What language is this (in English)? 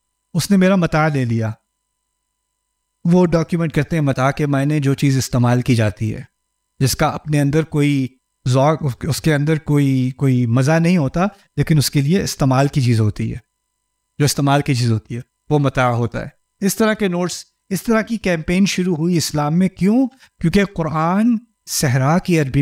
Urdu